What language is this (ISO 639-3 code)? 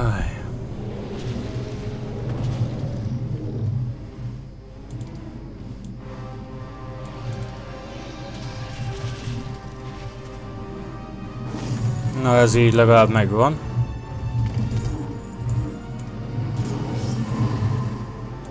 hun